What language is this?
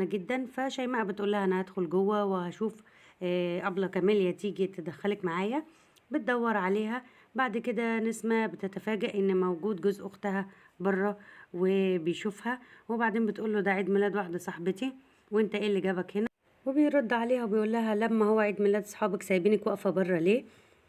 Egyptian Arabic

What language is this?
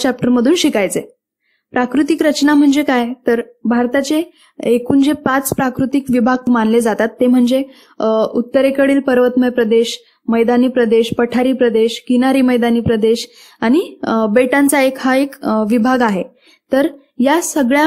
Marathi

